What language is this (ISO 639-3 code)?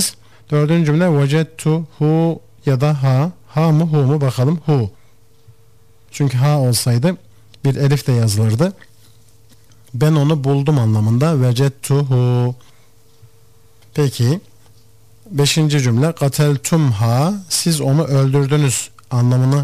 tur